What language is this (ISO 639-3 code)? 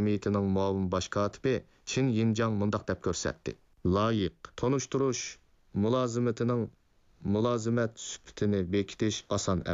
uig